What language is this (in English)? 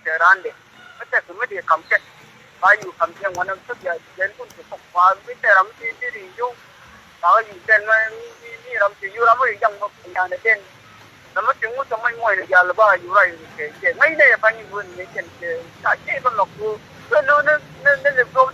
Nuer